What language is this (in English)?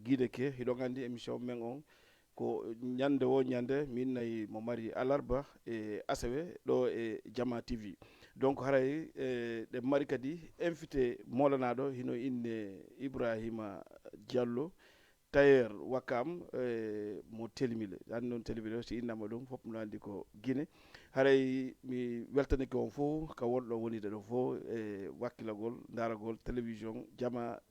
Fula